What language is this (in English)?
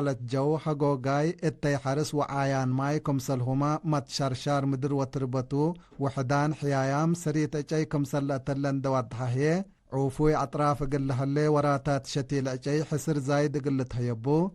Tigre